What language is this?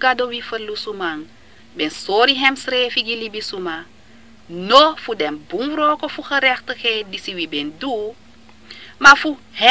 Sranan Tongo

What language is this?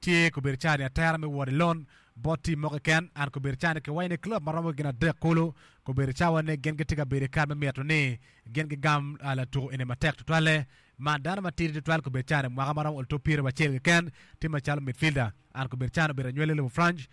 Acoli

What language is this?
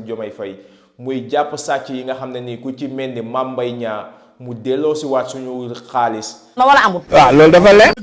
Wolof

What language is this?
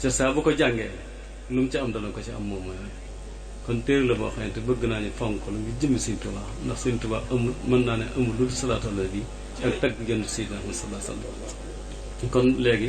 Wolof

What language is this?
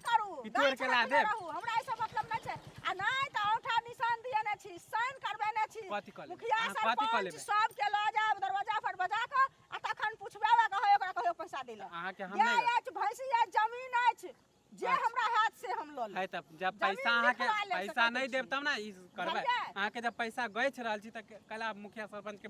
Maithili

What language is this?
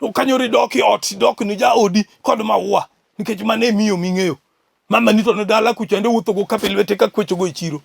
Luo (Kenya and Tanzania)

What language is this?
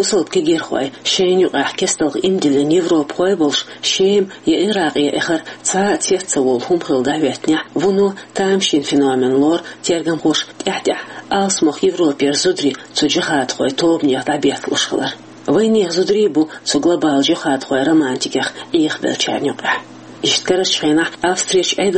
Chechen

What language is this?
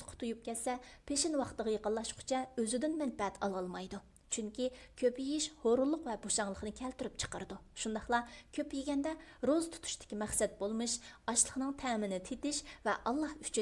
Uyghur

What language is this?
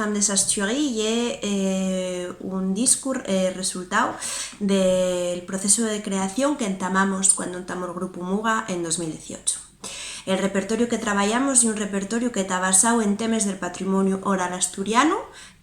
Asturian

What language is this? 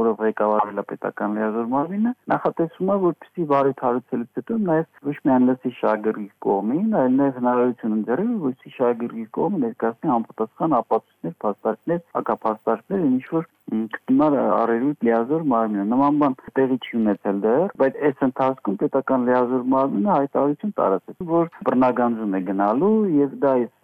Armenian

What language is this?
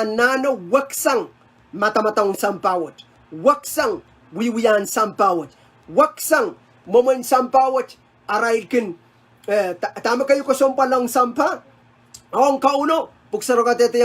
Pohnpeian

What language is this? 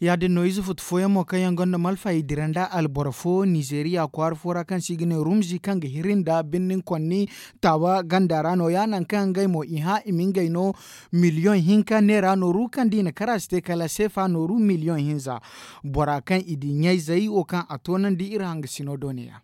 Zarma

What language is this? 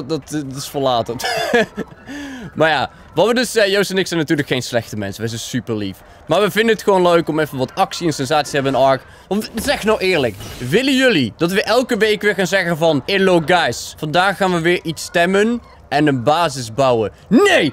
Dutch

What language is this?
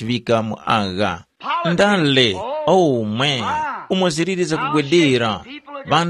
Tumbuka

